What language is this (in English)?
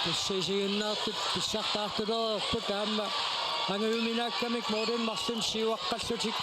Kalaallisut